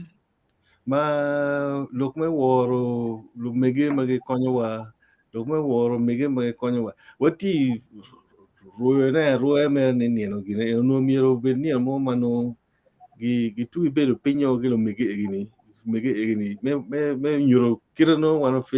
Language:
Acoli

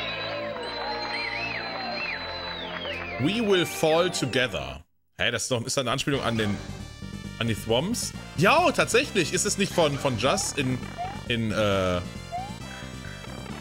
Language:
German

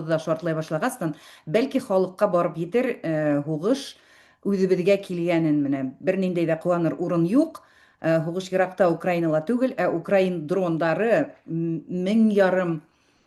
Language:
Bashkir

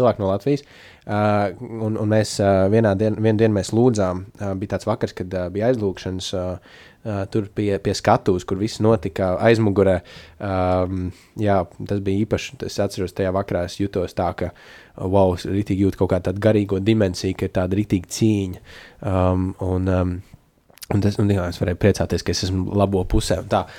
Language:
Latvian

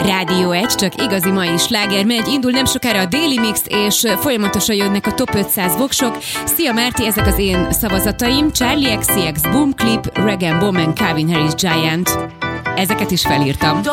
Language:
Hungarian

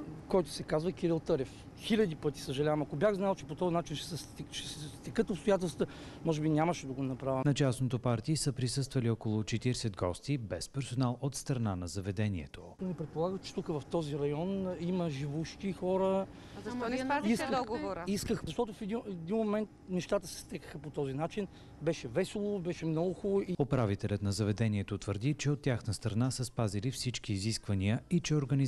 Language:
Bulgarian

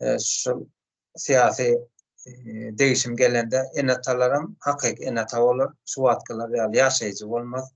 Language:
Turkmen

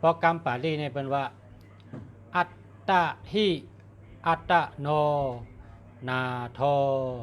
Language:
Shan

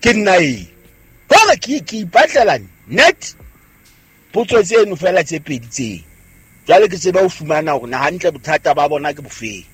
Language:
Southern Sotho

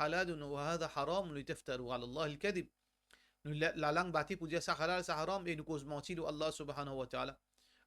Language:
Morisyen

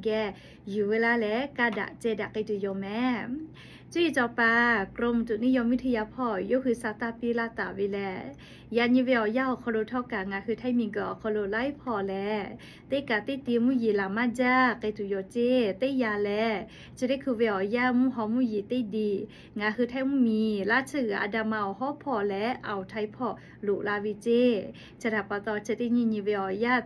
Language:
Lahu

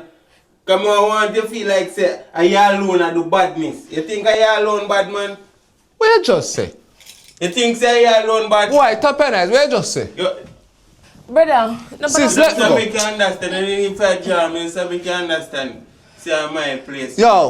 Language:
Jamaican Creole English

